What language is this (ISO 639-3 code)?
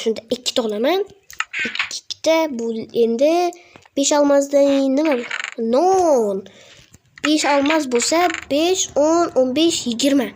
uzb